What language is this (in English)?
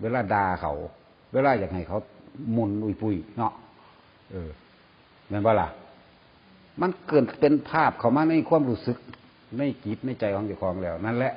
Northeastern Thai